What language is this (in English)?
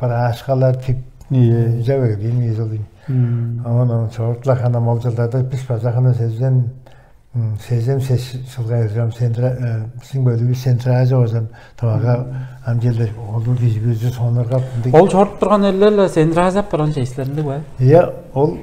Tuvinian